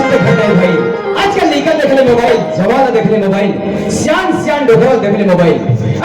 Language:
Chhattisgarhi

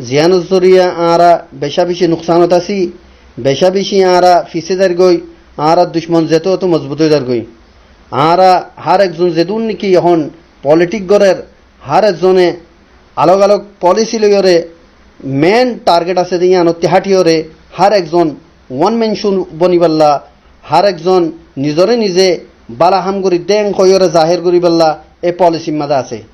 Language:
Rohingya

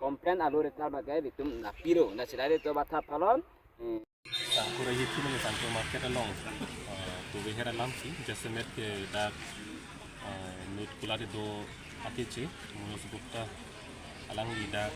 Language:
Karbi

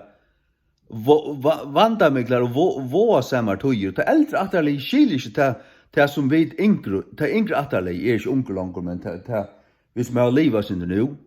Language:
Faroese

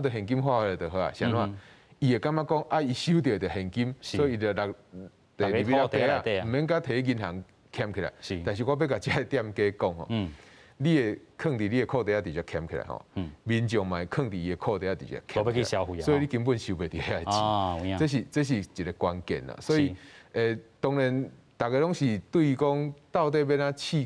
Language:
Min Nan Chinese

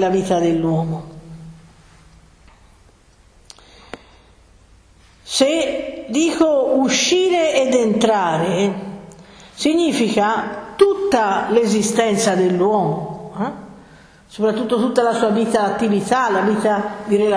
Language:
Italian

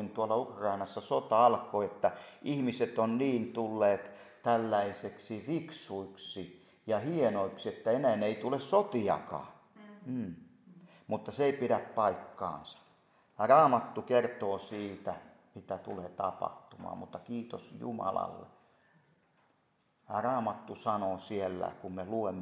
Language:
Finnish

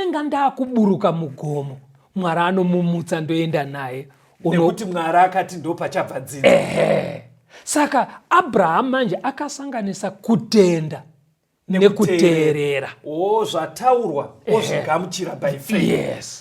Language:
Shona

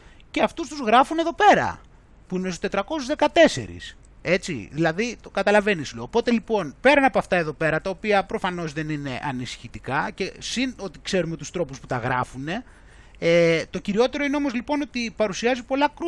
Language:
Greek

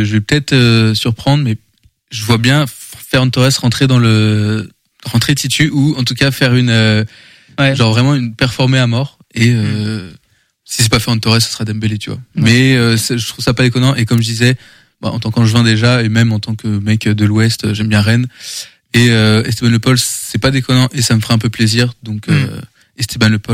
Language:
French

